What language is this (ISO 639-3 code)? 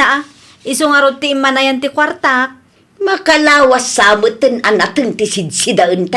ilo